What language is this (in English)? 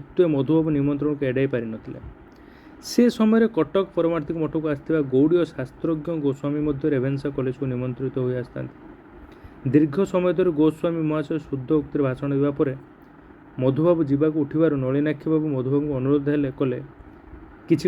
Odia